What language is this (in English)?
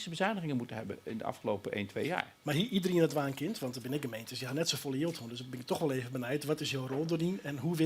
Western Frisian